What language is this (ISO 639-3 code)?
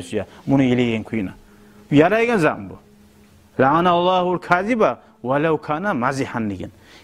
kum